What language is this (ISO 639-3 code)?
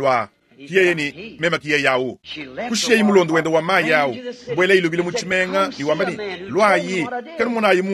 lua